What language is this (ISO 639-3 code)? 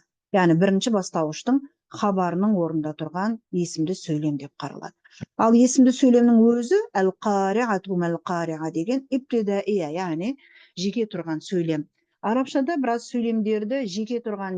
kaz